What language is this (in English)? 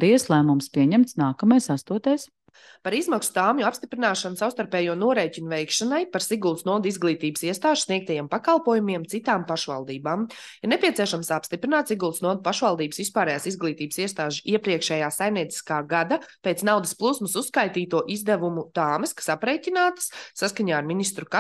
Latvian